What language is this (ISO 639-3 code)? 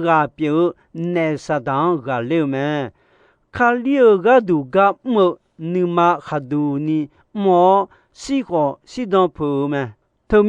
ahk